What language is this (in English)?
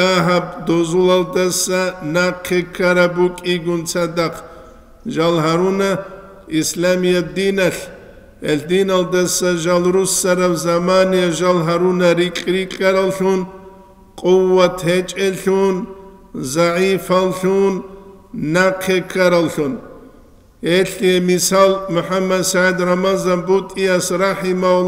Avaric